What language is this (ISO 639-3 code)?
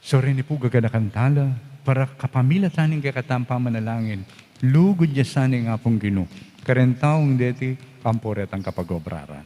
pam